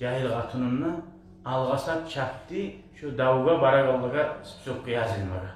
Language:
Kumyk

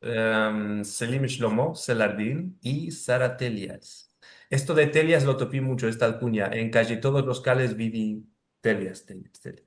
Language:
Ladino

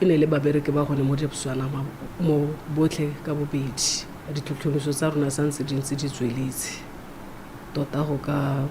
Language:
Tswana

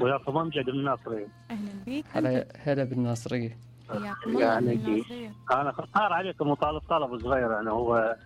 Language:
Mesopotamian Arabic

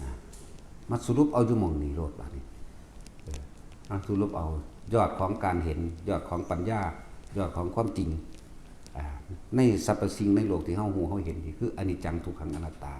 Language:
Northeastern Thai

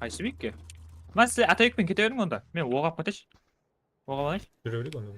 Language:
Kara-Kalpak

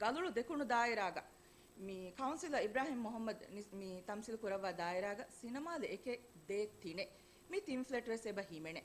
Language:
Divehi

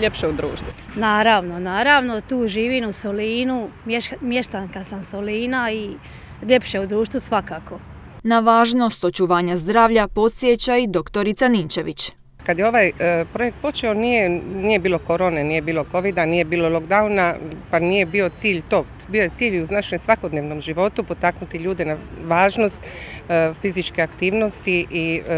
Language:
Croatian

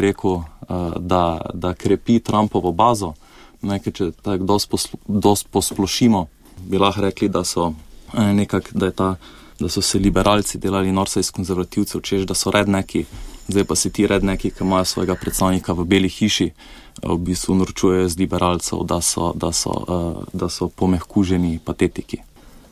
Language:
Slovenian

